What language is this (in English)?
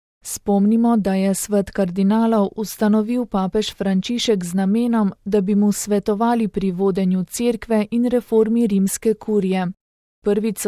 Slovenian